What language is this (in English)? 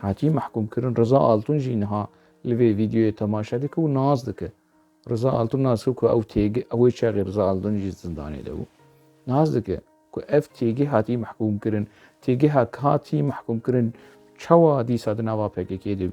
Kurdish